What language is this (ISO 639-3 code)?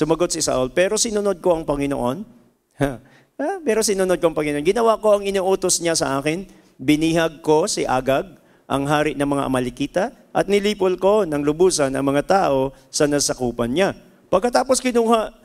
fil